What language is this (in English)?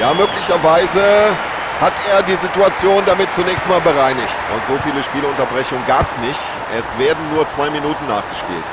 Bavarian